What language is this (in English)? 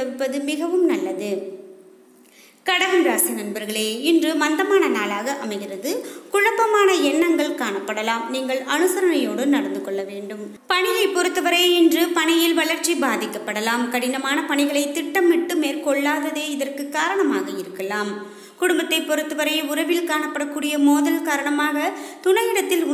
Tamil